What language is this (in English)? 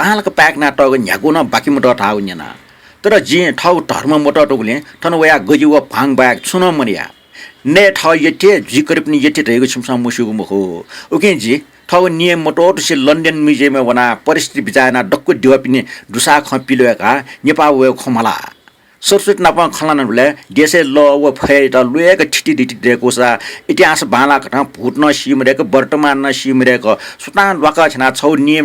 Newari